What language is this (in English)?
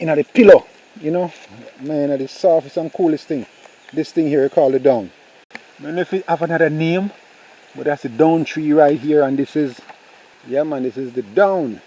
Jamaican Creole English